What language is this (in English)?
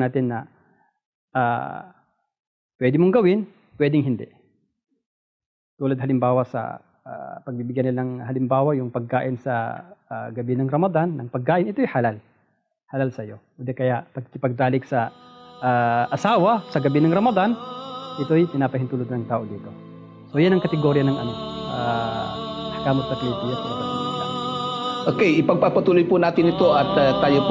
Filipino